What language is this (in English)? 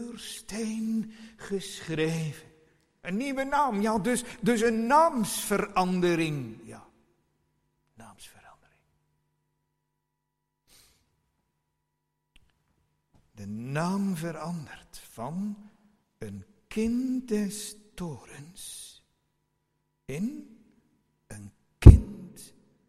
Dutch